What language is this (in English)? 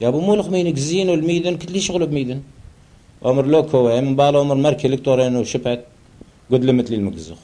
Turoyo